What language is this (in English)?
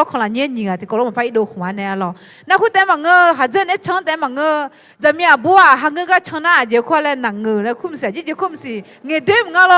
Akha